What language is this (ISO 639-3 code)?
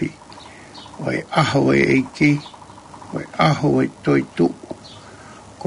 ton